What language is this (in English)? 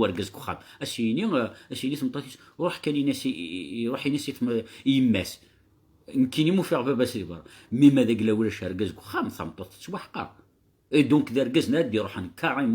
Kabyle